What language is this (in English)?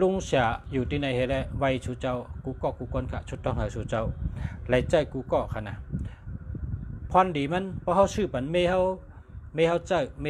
Shan